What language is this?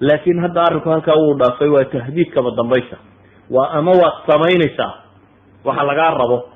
Somali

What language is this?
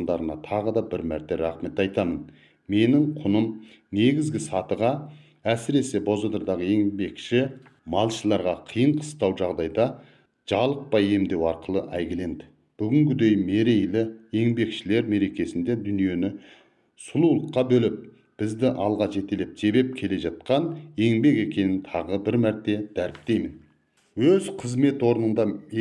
Kazakh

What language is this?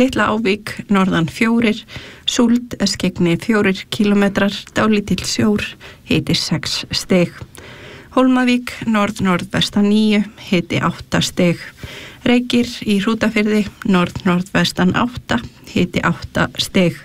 Icelandic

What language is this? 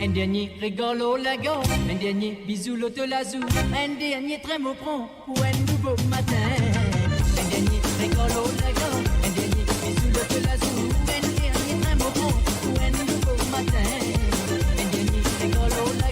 Morisyen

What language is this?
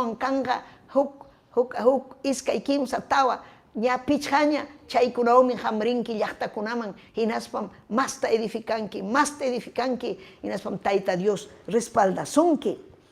Ayacucho Quechua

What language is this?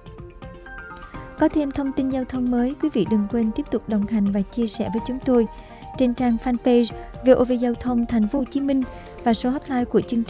Vietnamese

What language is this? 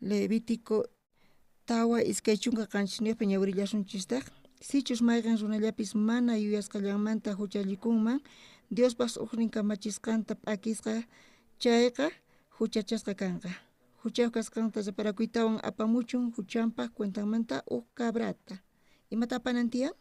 South Bolivian Quechua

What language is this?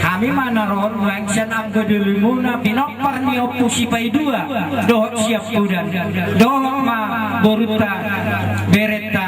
Batak Toba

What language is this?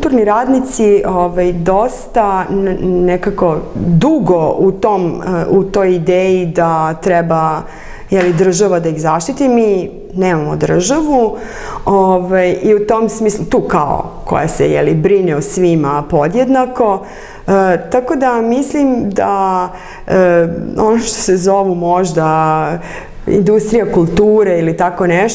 Serbian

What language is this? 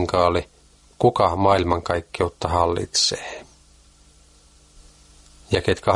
Finnish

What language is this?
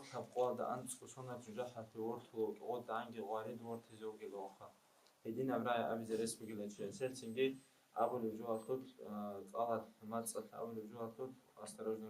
Avaric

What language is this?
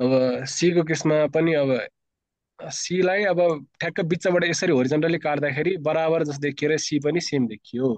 Nepali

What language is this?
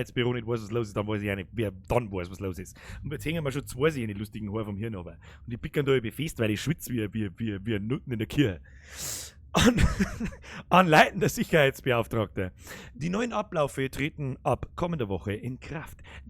Bavarian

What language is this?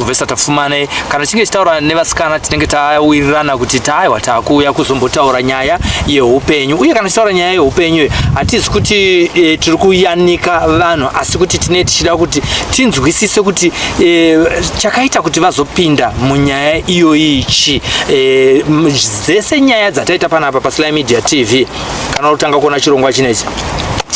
Shona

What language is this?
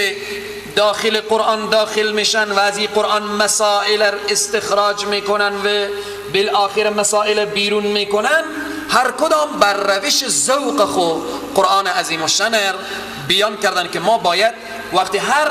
Persian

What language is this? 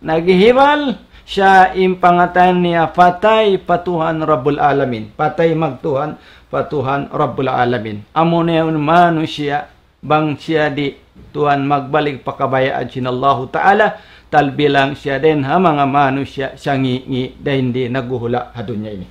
Tausug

